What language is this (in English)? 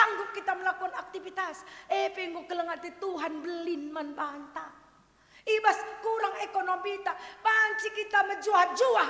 Batak Karo